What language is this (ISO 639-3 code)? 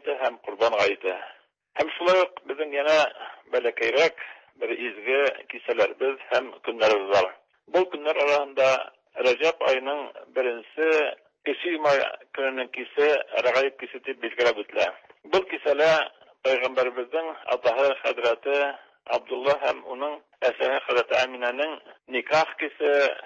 tat